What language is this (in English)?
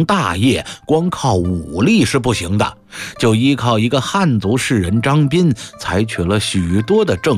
Chinese